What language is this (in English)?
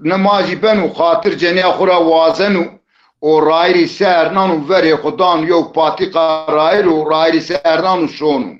Zaza